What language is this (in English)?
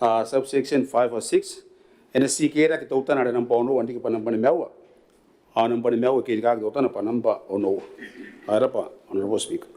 Gilbertese